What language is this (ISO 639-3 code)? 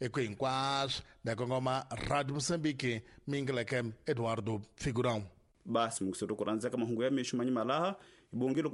tso